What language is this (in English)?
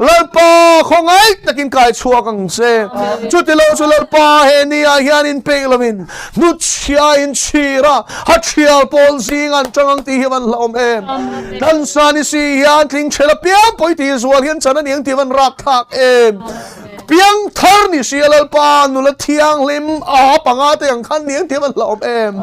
Mizo